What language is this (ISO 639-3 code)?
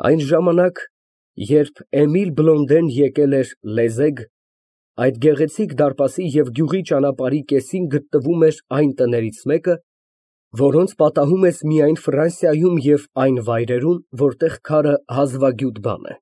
hye